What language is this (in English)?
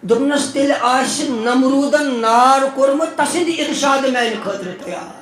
Kashmiri